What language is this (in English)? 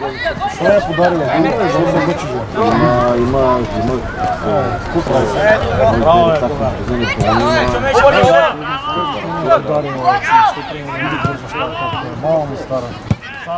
Bulgarian